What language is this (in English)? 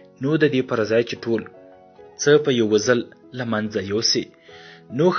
Pashto